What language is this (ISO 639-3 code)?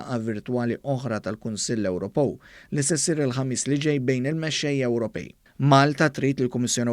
mlt